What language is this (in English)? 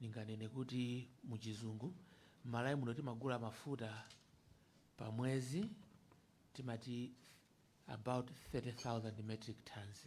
Nyanja